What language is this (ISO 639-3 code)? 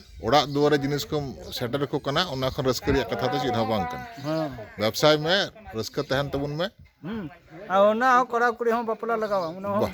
sat